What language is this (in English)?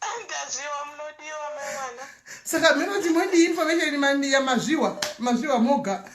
Shona